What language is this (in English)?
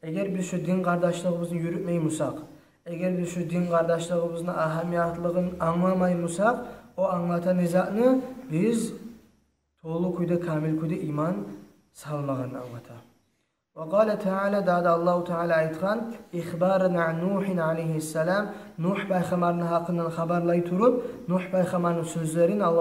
Kumyk